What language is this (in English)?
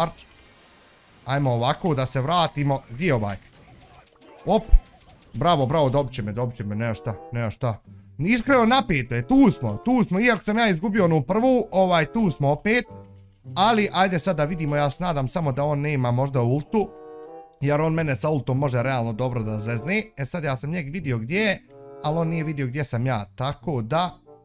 Bosnian